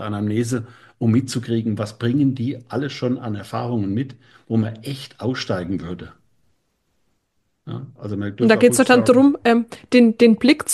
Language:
German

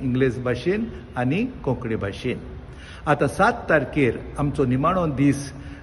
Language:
Konkani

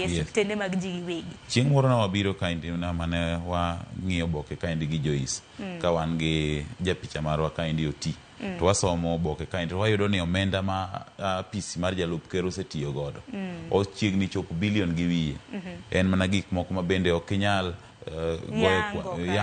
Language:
Luo (Kenya and Tanzania)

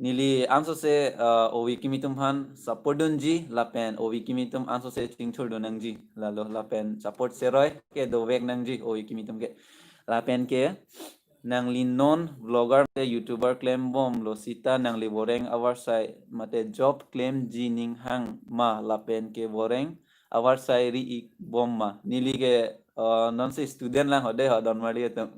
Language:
Karbi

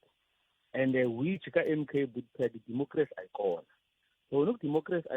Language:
Tsonga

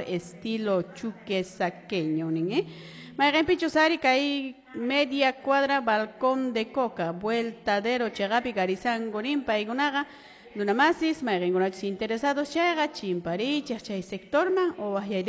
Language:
Quechua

